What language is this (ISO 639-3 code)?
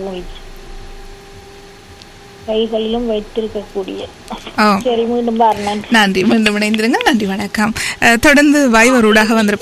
tam